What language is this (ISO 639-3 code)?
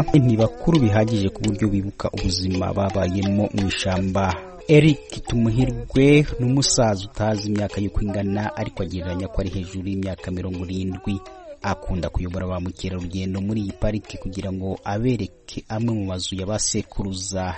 kin